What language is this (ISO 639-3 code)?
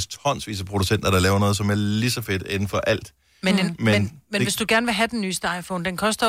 dan